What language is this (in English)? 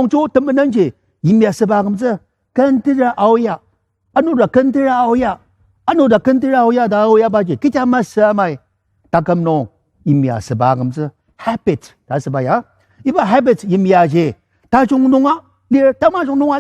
Ao Naga